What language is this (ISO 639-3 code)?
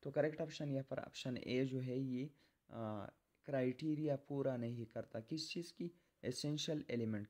hin